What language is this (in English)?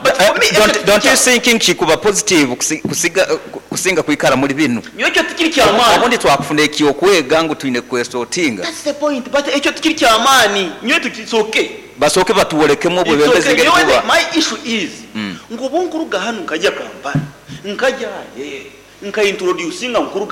Nyoro